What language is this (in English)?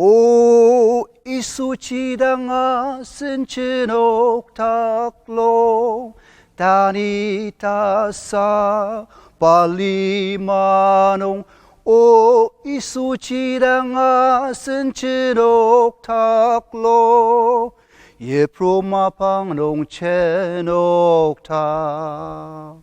Ao Naga